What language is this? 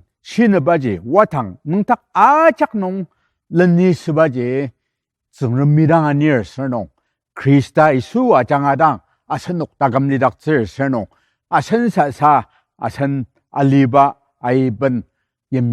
Ao Naga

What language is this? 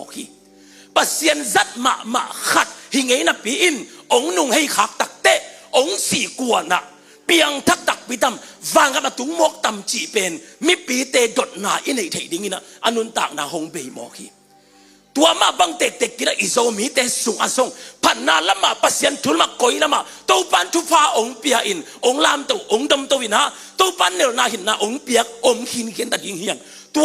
Tedim Chin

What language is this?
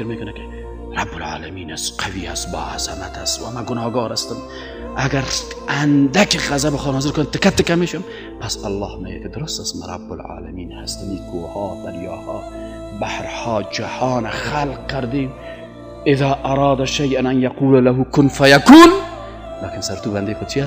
Persian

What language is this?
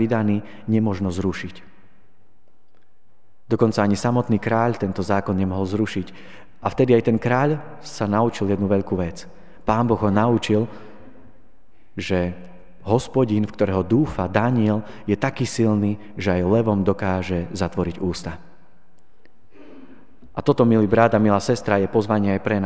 Slovak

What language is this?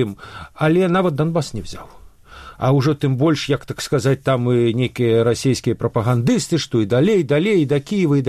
Belarusian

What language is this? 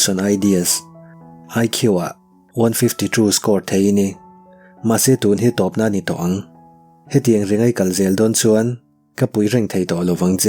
Mizo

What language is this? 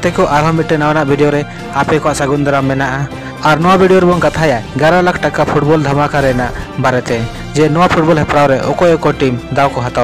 Santali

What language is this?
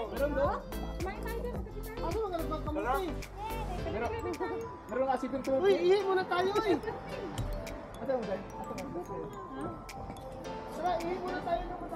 Filipino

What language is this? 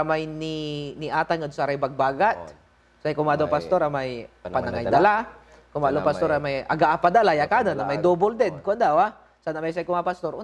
Pangasinan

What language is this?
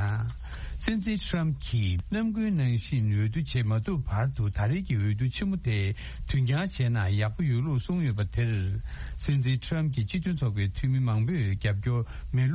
Tibetan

